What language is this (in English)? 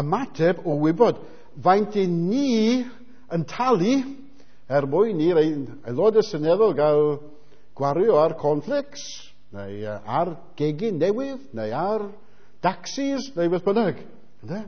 Welsh